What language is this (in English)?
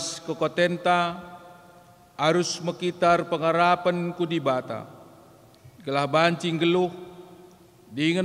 Batak Karo